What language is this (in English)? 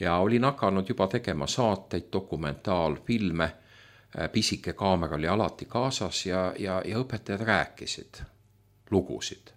Estonian